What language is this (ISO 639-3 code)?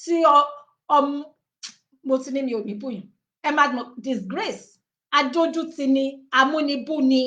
yor